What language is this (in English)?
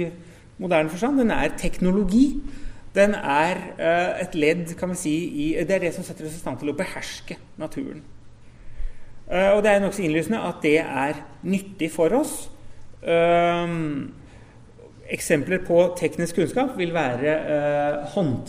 Norwegian